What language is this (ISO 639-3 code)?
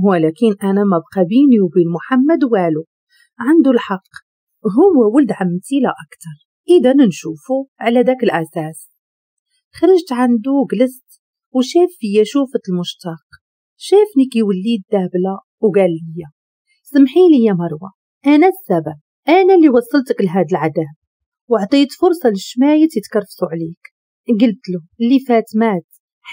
ary